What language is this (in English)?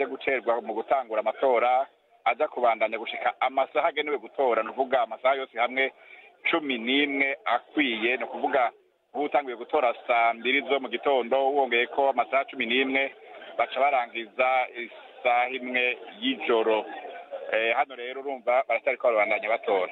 Rundi